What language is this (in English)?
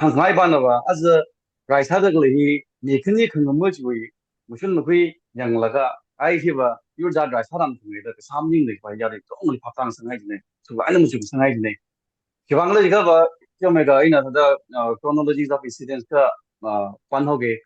Tangkhul Naga (India)